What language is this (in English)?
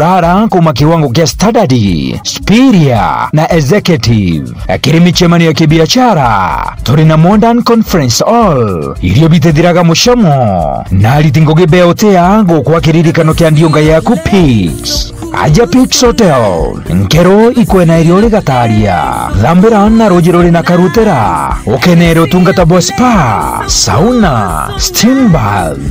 Meru